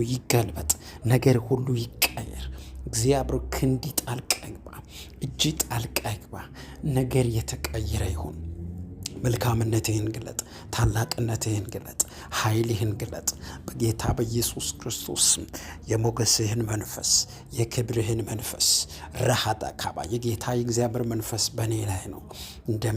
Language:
Amharic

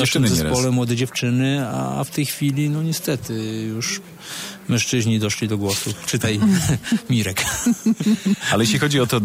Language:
Polish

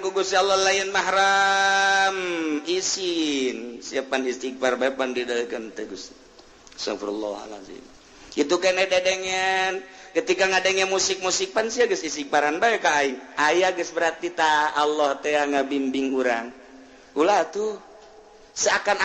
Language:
Sundanese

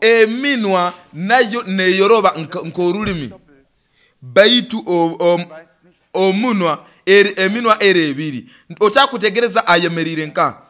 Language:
Nyoro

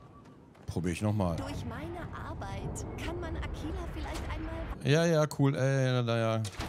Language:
German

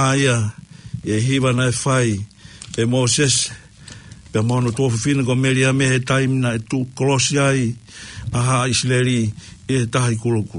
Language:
Tongan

